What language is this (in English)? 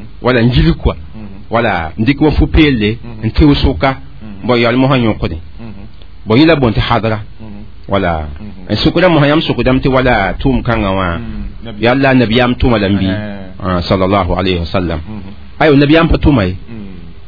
Mossi